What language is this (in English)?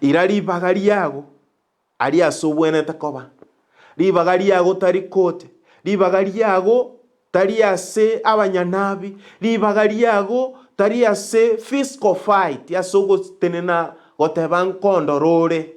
Gusii